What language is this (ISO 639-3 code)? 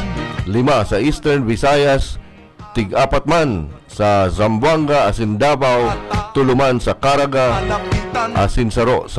bik